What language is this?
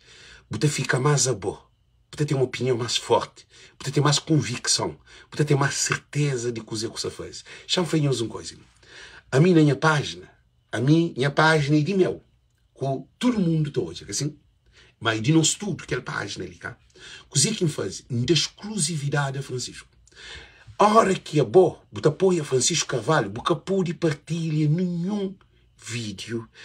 Kabuverdianu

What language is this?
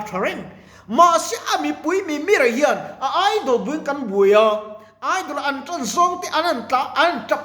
Mizo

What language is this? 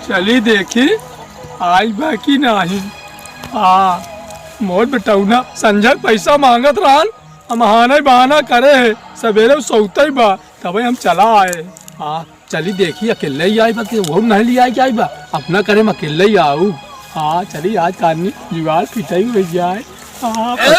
Awadhi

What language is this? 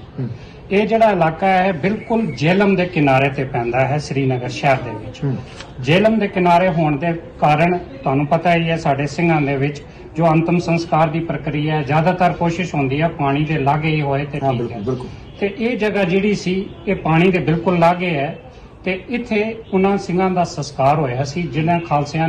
Punjabi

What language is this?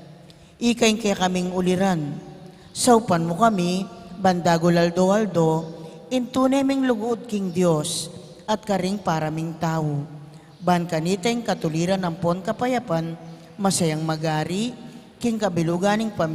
Pampanga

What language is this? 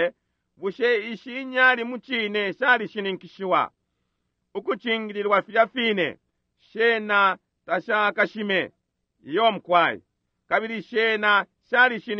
Bemba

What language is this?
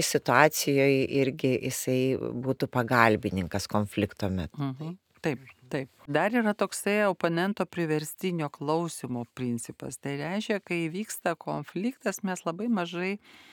Lithuanian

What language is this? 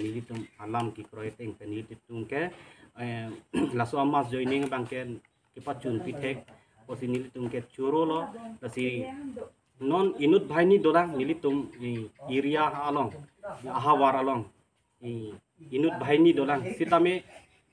Karbi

